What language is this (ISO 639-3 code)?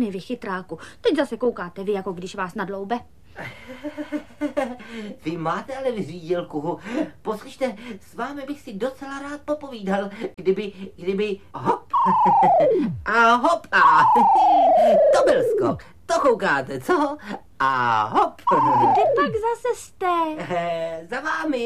ces